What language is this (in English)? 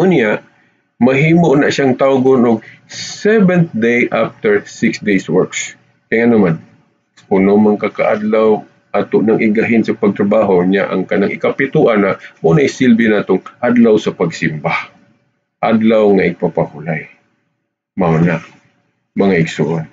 Cebuano